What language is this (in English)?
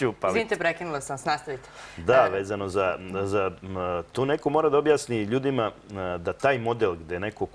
Serbian